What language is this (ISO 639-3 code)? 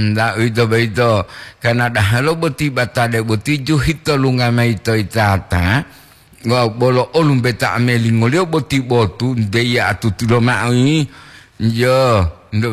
gor